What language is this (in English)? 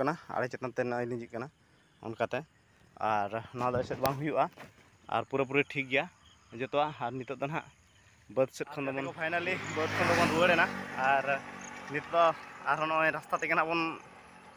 Santali